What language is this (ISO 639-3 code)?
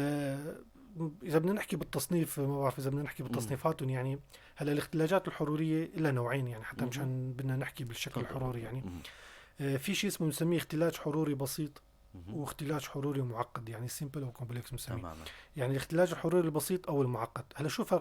apc